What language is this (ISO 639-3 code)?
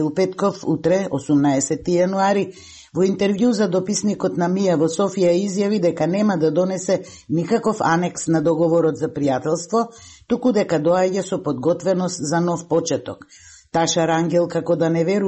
mkd